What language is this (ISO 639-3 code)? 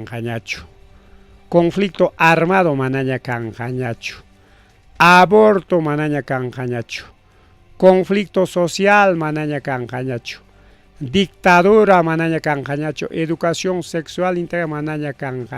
quy